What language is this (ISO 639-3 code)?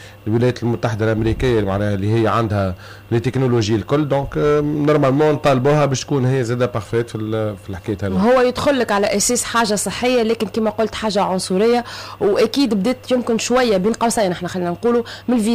aeb